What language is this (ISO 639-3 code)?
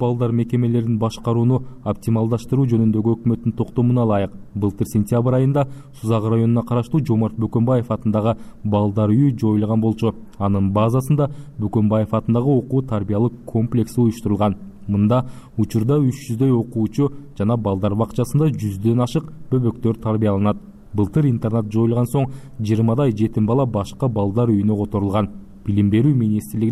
kir